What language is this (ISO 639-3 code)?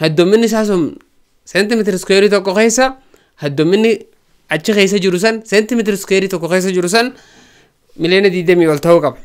orm